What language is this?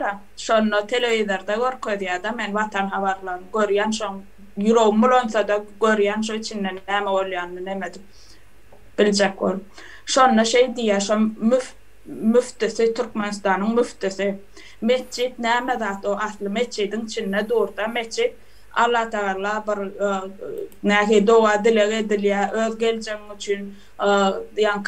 Turkmen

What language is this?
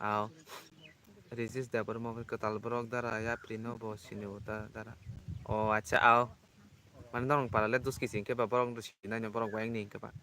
Kok Borok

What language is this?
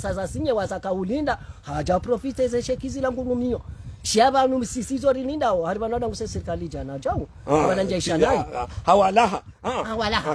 Ngazidja Comorian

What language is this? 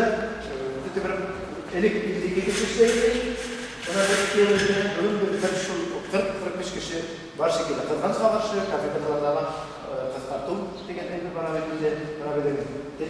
Bashkir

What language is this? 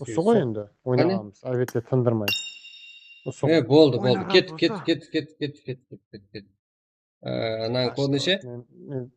Kara-Kalpak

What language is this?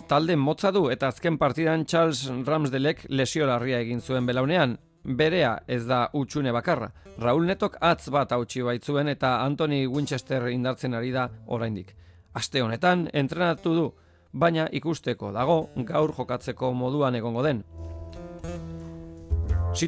Basque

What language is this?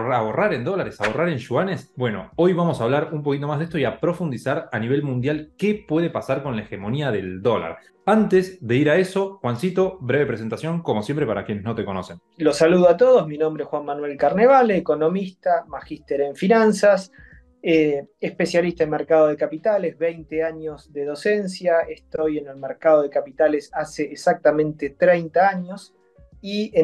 Spanish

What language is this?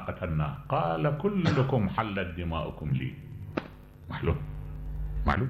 Mesopotamian Arabic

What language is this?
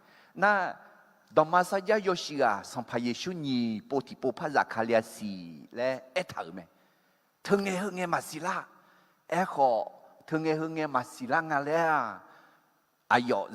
Akha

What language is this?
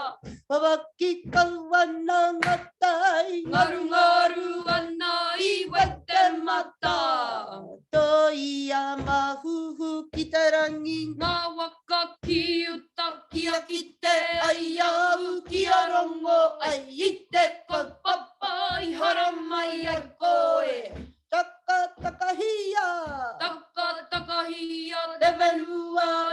Māori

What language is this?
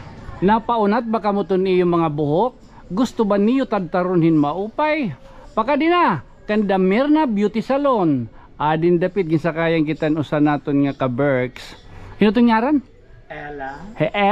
Waray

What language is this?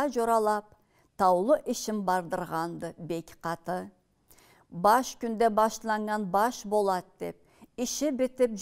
Karachay-Balkar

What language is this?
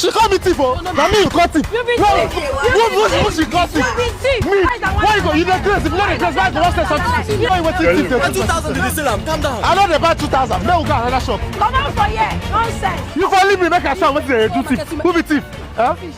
Nigerian Pidgin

